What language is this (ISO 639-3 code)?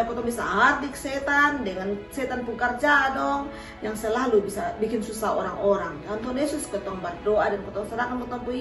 mkn